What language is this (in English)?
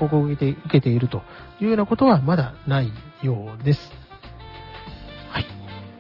Japanese